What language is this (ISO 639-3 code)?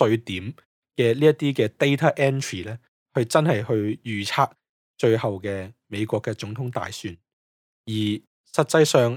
yue